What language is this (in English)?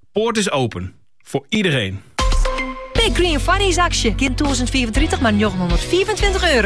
Dutch